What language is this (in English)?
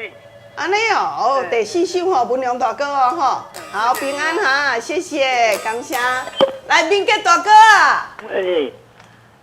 Min Nan Chinese